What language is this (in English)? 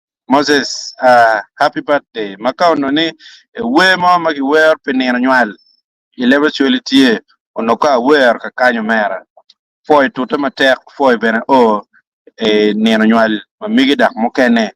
Acoli